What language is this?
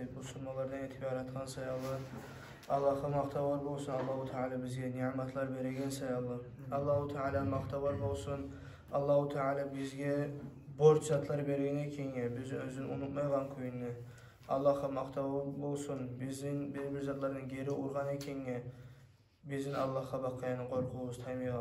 Kumyk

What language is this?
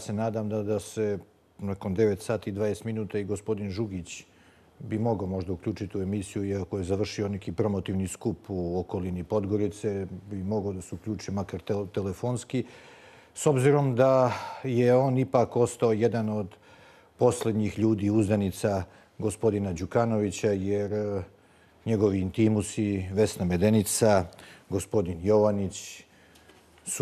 Bosnian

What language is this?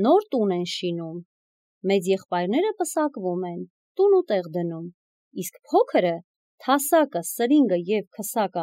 Armenian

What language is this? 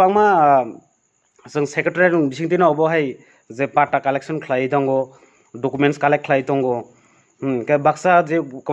Kok Borok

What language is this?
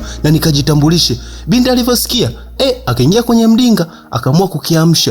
Swahili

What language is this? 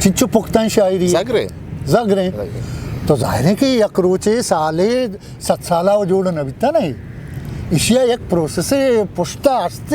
Eastern Balochi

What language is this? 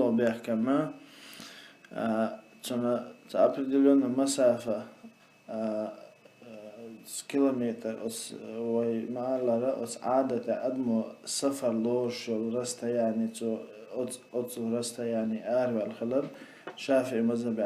Chechen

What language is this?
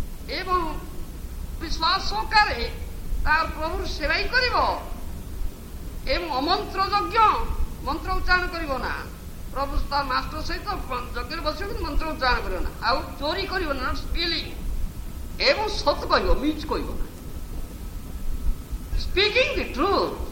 Odia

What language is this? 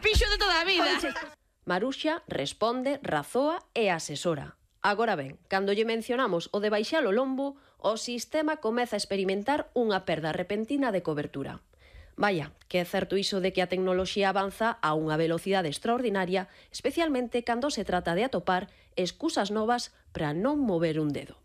Galician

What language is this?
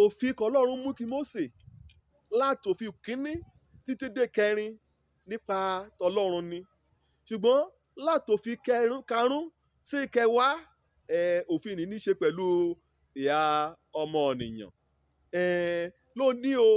Yoruba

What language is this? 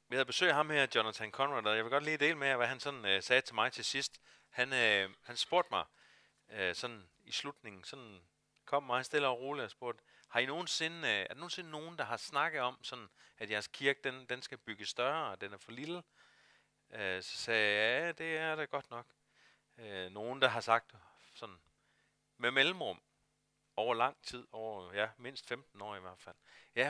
Danish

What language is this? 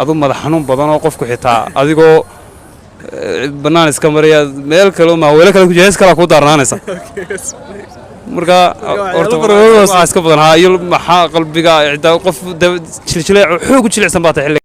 Somali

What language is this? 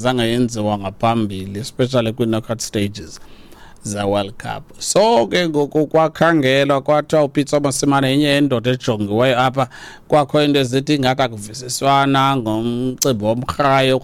Xhosa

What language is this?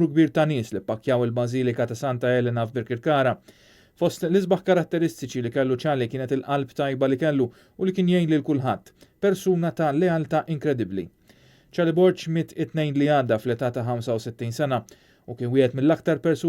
Maltese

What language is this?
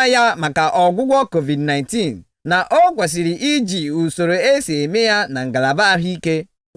Igbo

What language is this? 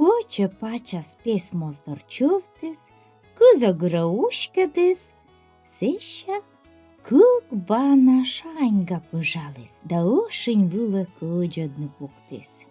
Komi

